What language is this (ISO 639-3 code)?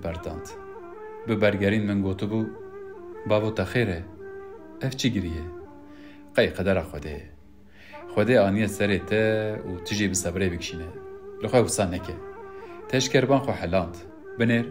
kur